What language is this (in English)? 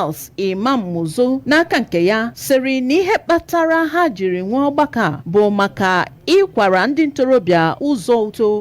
Igbo